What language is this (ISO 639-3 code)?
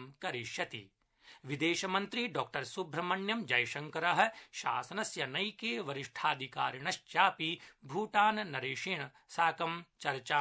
san